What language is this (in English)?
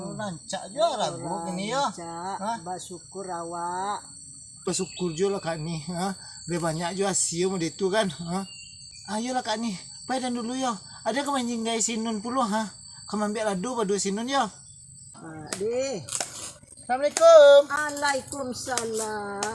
Minangkabau